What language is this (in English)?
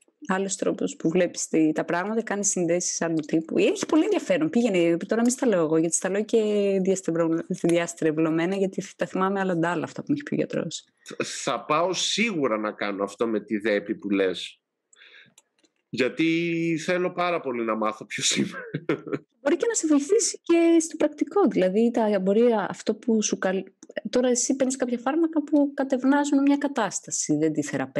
Greek